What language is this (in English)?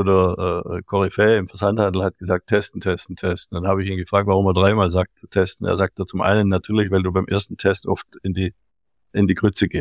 German